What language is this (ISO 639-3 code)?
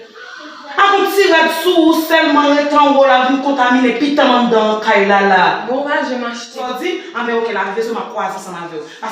hat